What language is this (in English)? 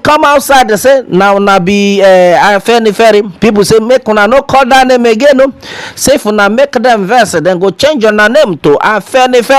Nigerian Pidgin